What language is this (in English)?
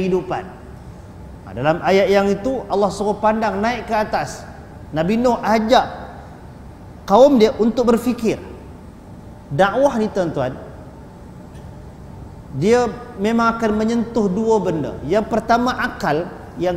Malay